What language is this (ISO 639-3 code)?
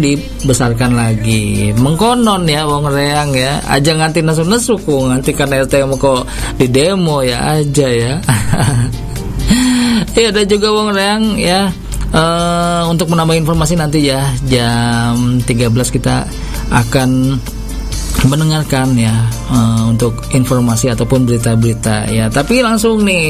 ind